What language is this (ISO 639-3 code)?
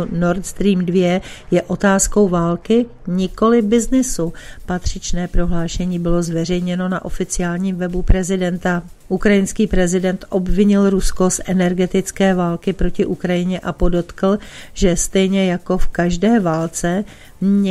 ces